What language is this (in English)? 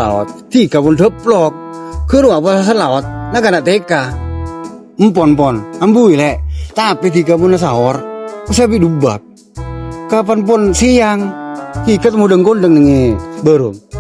Madurese